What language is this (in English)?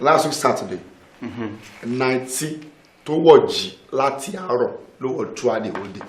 Yoruba